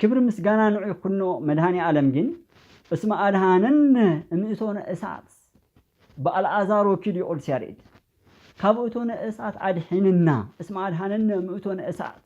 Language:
Tigrinya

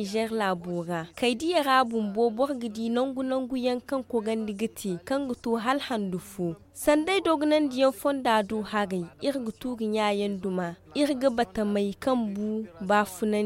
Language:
Zarma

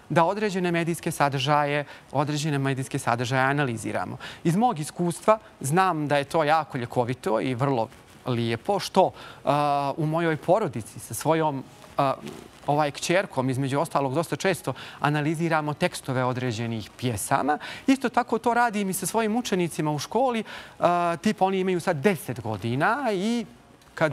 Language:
Bosnian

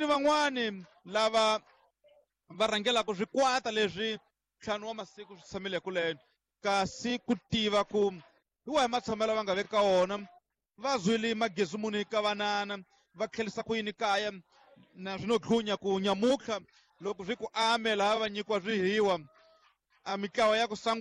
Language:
Tsonga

